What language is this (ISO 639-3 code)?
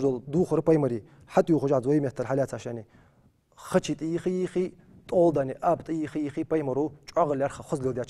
inh